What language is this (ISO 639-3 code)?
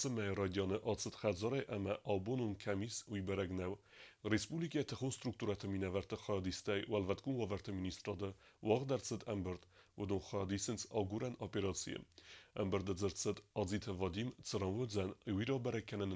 oss